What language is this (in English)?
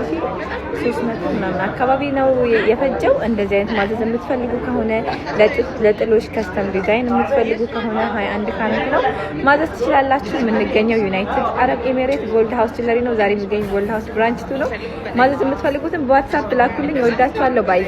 Amharic